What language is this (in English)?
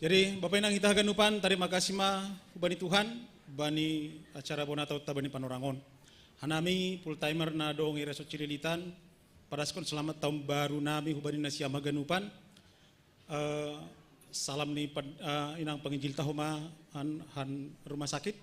Batak Simalungun